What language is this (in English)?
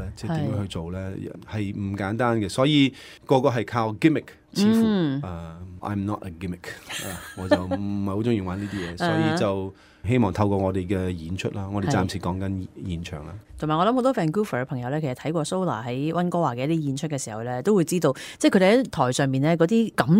Cantonese